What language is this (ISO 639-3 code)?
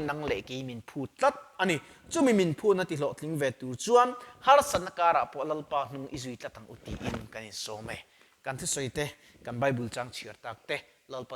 lus